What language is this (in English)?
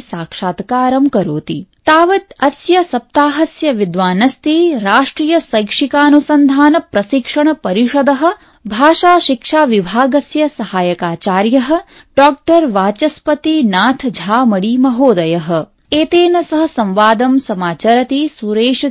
Sanskrit